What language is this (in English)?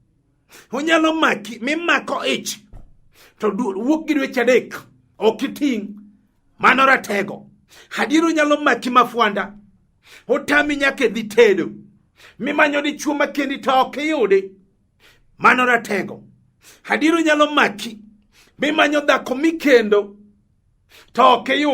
Luo (Kenya and Tanzania)